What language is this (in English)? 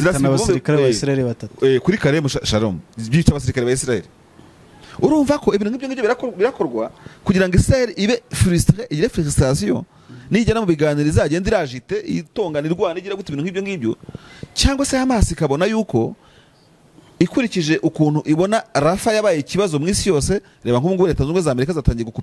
Kinyarwanda